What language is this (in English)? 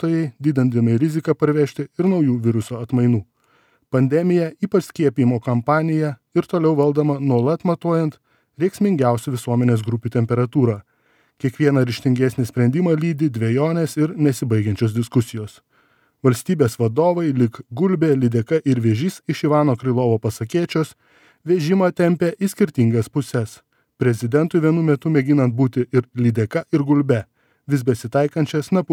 Lithuanian